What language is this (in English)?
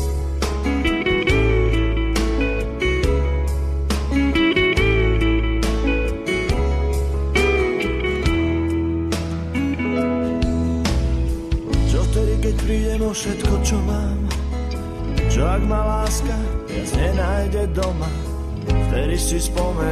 Slovak